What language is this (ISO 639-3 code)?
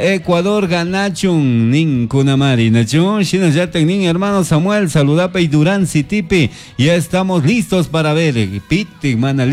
qug